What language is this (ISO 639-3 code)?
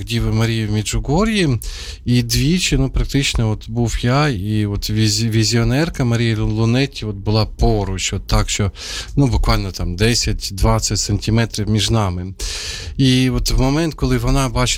ukr